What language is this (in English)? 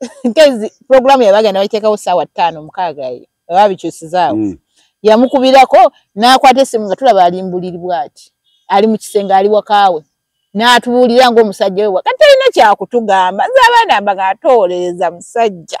Ganda